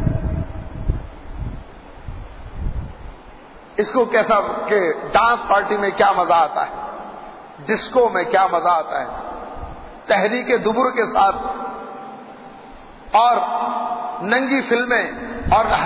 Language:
Urdu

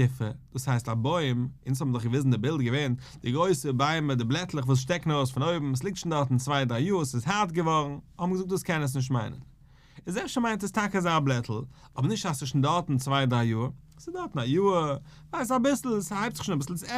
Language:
Yiddish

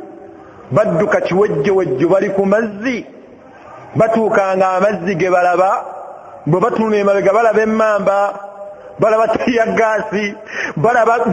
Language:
Ganda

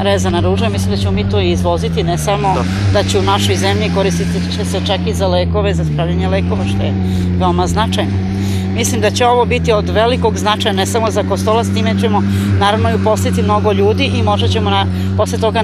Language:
Serbian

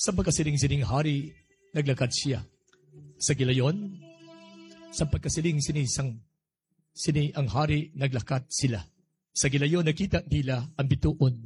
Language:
Hiligaynon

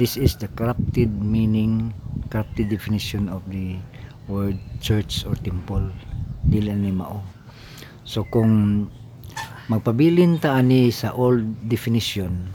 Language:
Cebuano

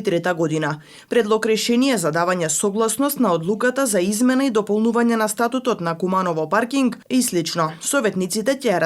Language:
Macedonian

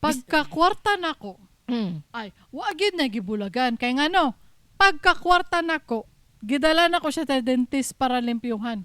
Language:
Cebuano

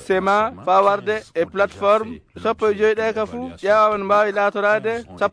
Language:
Fula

